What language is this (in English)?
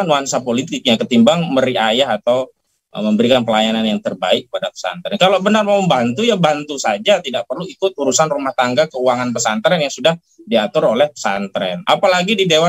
Indonesian